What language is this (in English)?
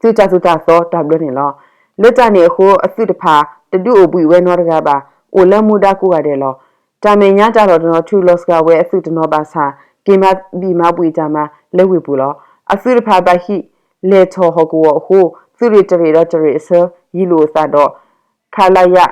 S'gaw Karen